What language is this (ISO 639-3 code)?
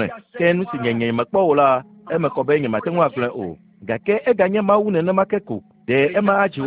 ewe